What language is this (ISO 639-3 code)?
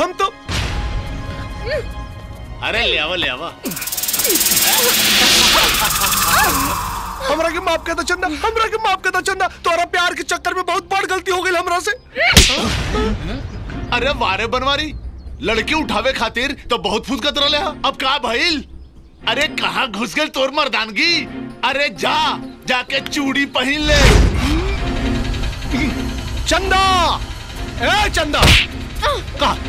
bho